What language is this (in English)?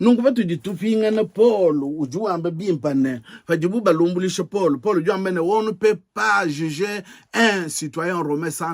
Luba-Lulua